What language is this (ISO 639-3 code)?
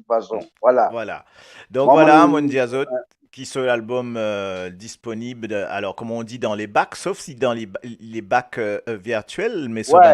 mfe